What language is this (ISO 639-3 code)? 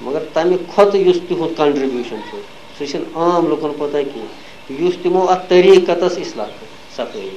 kas